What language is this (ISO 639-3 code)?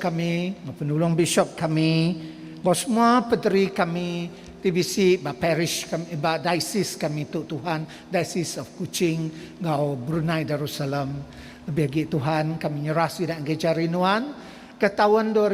iba